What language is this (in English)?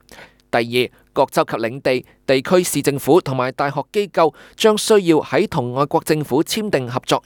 Cantonese